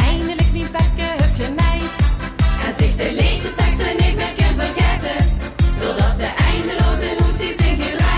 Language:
Limburgish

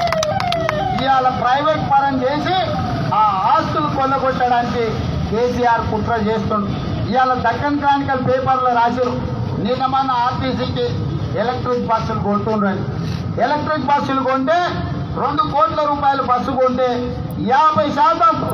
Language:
Telugu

